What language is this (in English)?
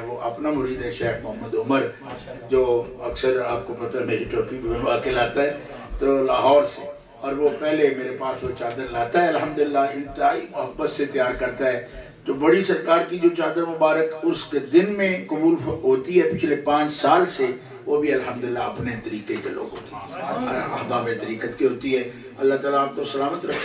Urdu